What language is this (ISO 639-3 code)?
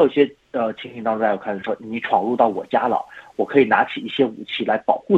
zho